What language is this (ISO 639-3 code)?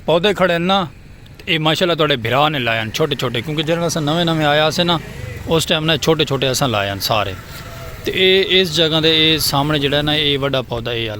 skr